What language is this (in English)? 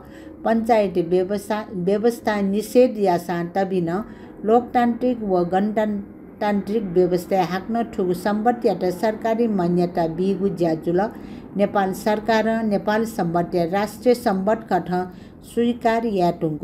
Newari